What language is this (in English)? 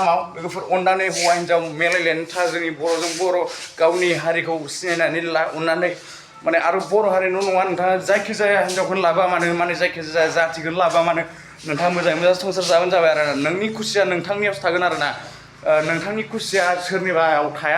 Bodo